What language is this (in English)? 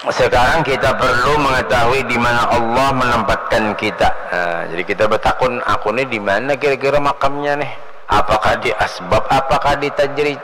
Banjar